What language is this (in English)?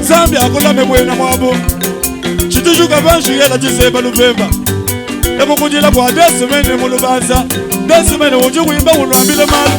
Luba-Lulua